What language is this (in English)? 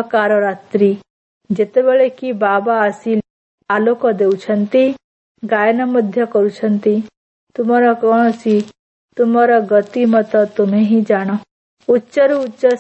Odia